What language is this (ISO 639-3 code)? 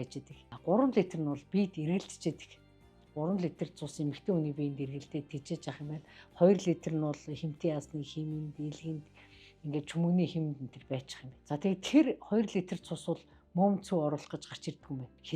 mon